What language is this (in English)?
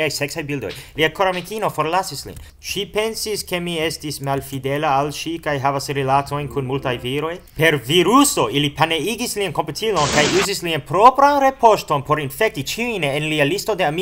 Esperanto